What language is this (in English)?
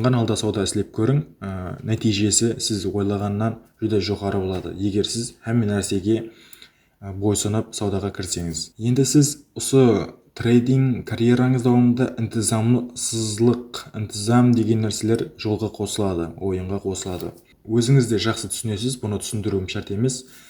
Kara-Kalpak